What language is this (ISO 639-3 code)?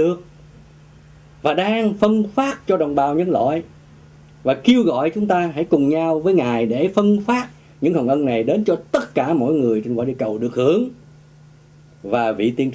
vie